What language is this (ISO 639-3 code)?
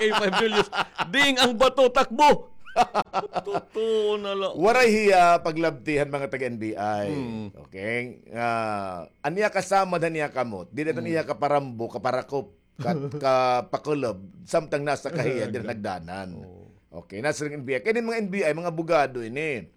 war